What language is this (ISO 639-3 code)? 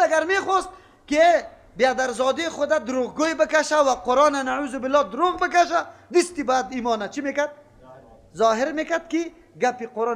fas